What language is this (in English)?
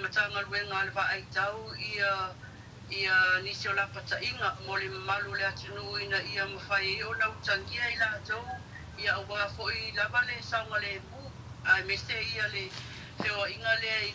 Samoan